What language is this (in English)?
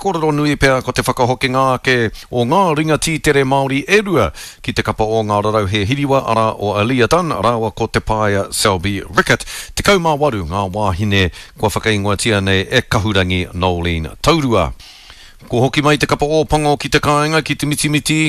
Māori